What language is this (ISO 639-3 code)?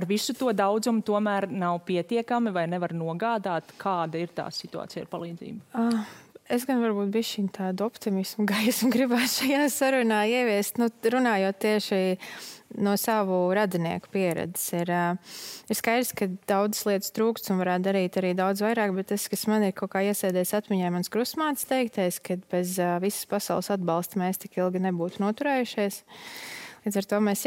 lav